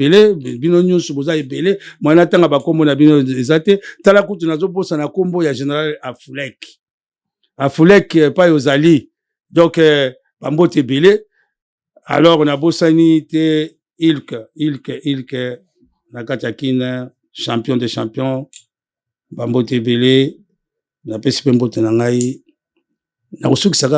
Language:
Lingala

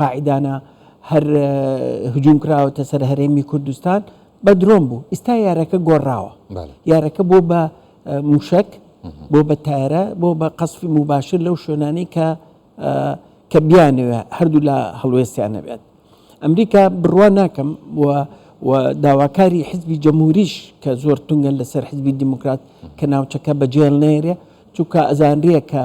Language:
Central Kurdish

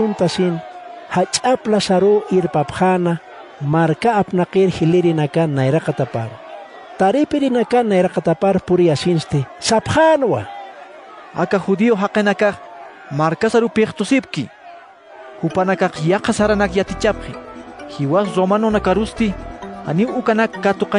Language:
Aymara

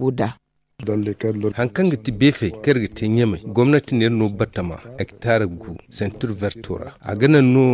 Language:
Zarma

